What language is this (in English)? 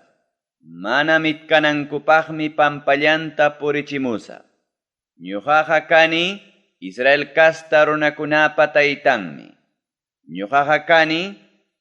Ayacucho Quechua